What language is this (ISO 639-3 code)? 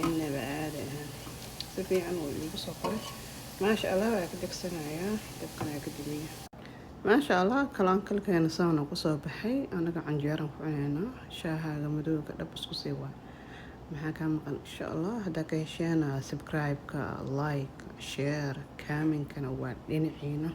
som